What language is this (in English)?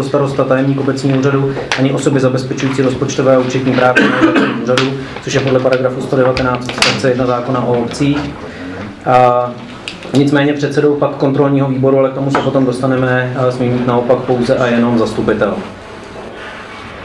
Czech